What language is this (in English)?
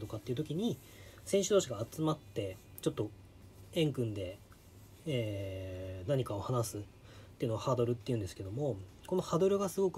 Japanese